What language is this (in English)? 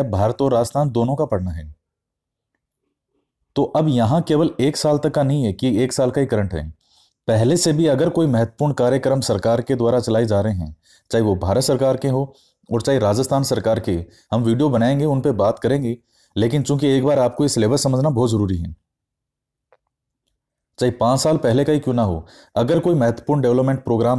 Hindi